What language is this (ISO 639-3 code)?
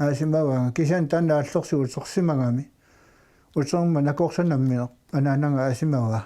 kal